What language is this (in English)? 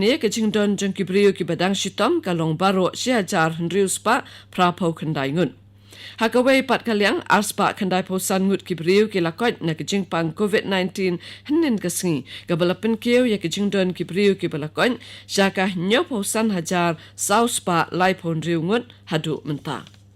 Khasi